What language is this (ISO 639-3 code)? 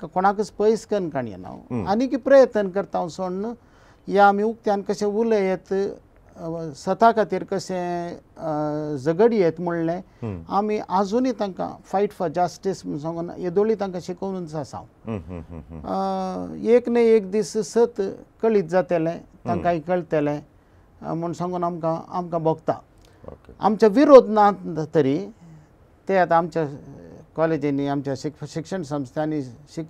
kok